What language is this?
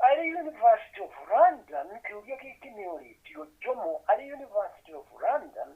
Kikuyu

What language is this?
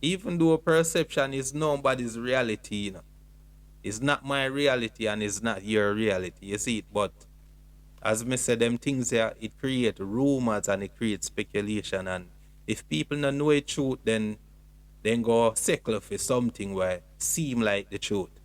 Jamaican Creole English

